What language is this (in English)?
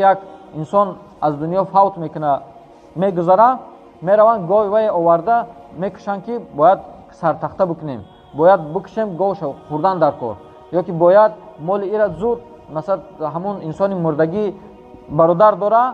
Tajik